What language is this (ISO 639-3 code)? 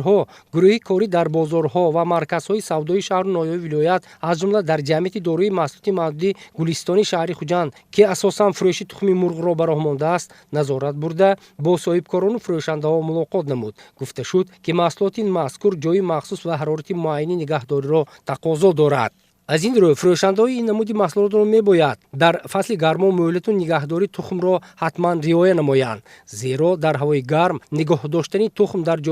tgk